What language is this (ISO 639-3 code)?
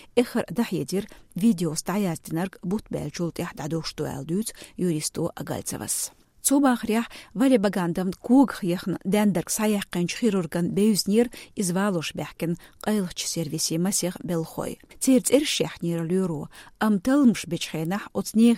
che